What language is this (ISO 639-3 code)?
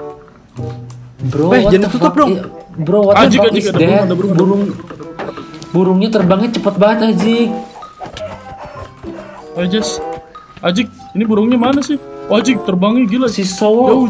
ind